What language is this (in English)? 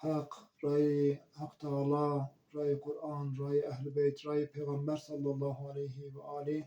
Zaza